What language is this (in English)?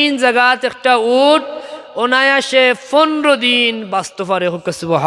Sylheti